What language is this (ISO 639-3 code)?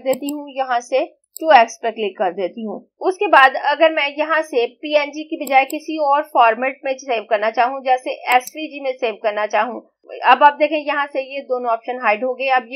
hin